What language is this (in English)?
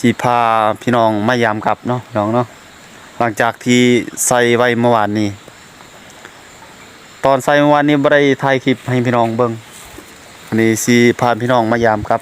Lao